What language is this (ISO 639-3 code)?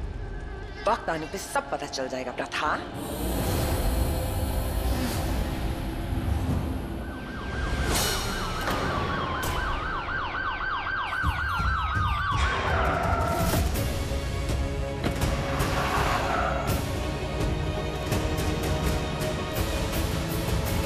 hin